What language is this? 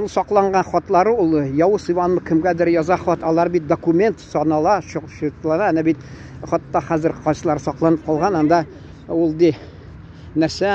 Tatar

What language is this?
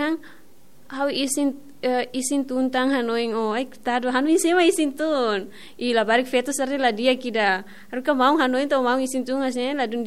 Tetum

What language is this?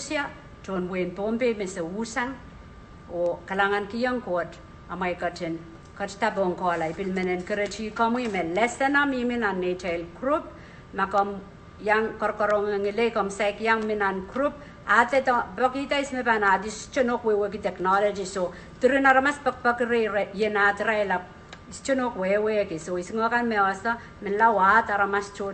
Pohnpeian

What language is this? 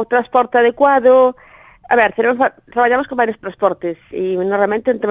Galician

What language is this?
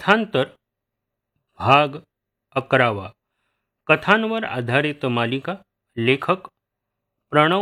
Marathi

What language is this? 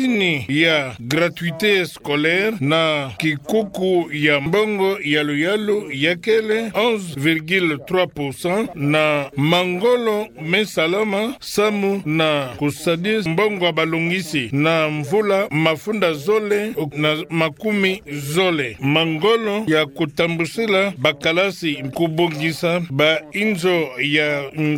Kituba (Democratic Republic of Congo)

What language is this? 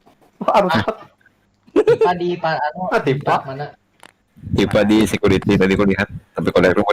Banjar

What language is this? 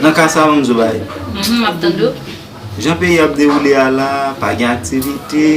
Haitian Creole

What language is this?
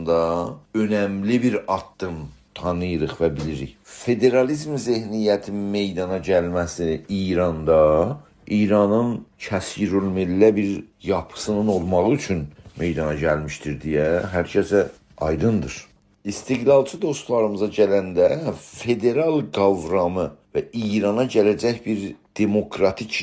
South Azerbaijani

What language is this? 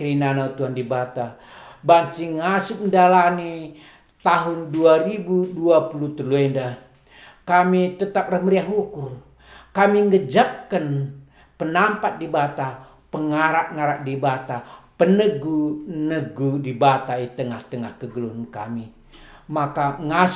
Batak Karo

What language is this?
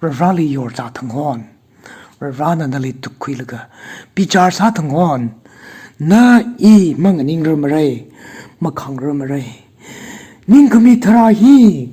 Tangkhul Naga (India)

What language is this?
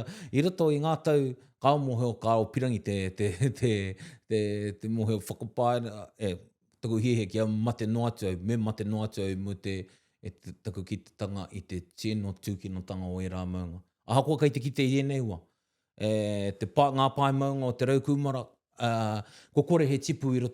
Māori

